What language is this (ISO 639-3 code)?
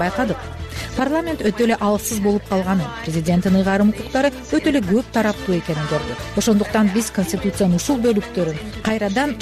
kir